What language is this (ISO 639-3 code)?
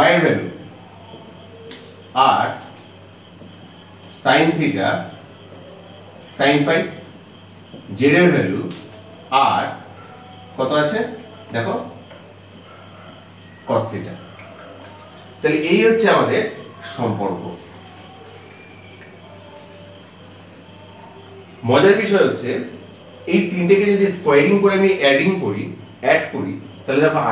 ben